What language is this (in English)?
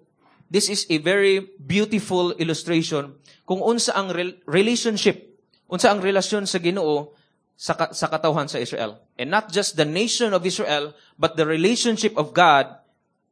Cebuano